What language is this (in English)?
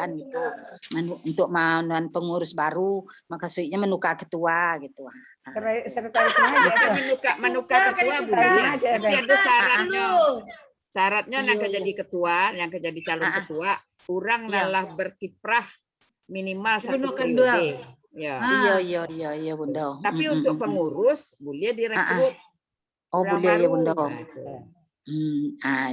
Minangkabau